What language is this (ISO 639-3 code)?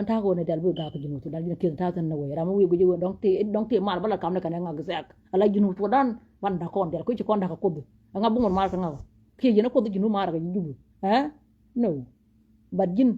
nus